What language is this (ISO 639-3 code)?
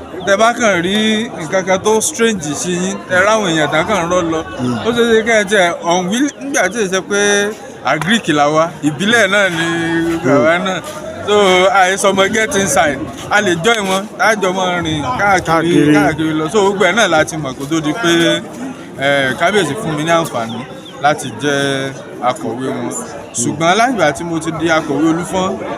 yor